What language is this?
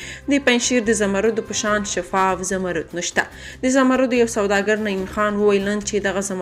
Pashto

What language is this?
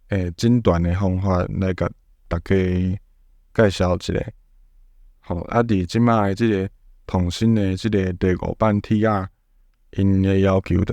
Min Nan Chinese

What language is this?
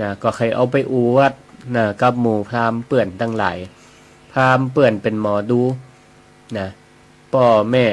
Northern Thai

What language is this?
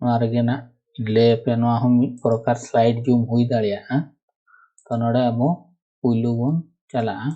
Santali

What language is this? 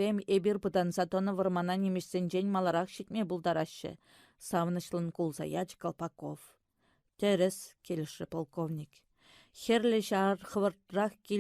Chuvash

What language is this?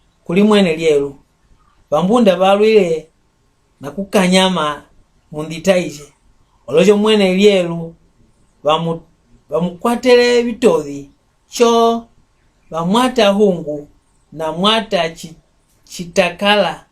Mbunda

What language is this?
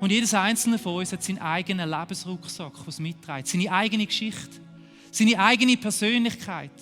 Swiss German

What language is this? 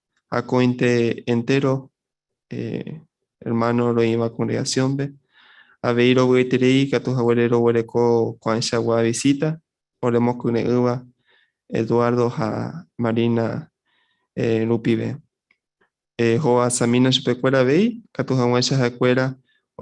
Guarani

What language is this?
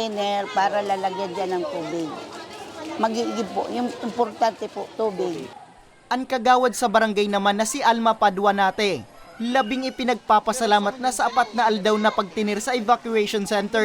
Bikol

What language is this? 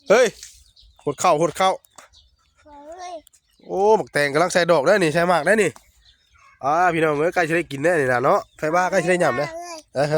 Northeastern Thai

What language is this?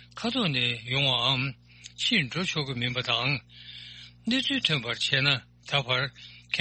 Tibetan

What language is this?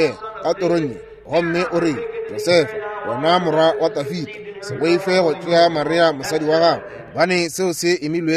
Northern Sotho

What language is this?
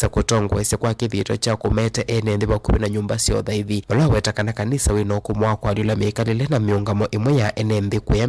Kamba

